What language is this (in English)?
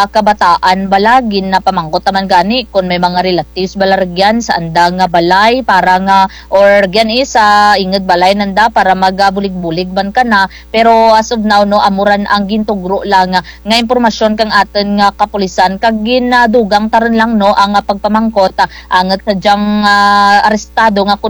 Kinaray-a